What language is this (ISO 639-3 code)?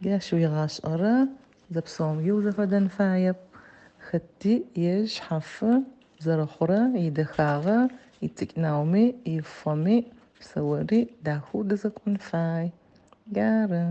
ady